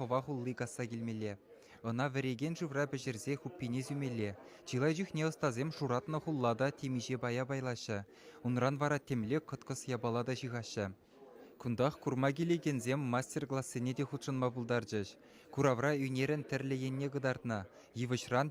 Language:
Chuvash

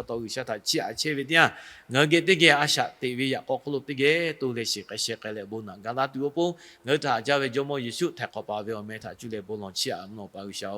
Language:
Lahu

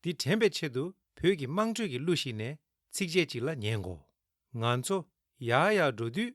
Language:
Tibetan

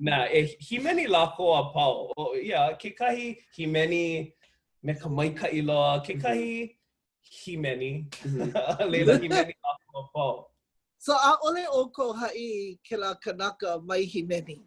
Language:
Hawaiian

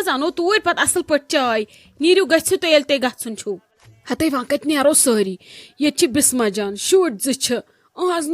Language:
Kashmiri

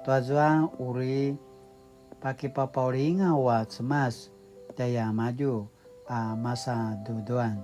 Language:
Paiwan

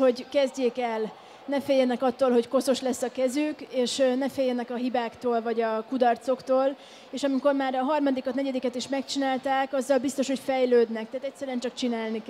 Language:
Hungarian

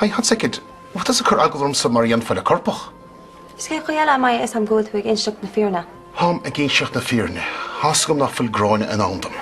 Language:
Irish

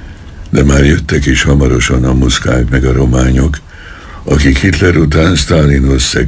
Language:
Hungarian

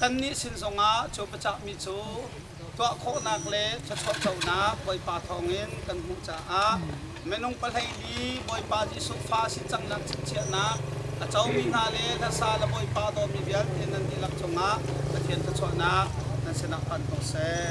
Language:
Hakha Chin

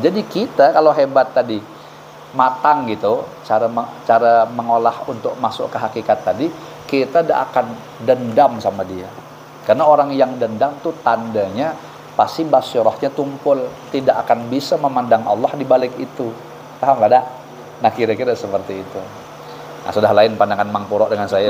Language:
Banjar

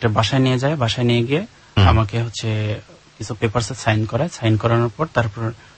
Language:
Bangla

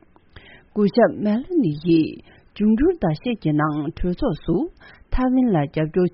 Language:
Tibetan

